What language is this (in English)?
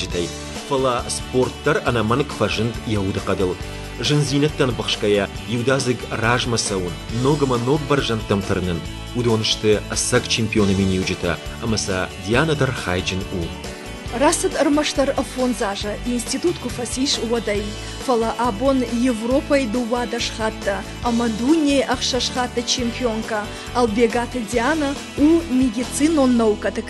Ossetic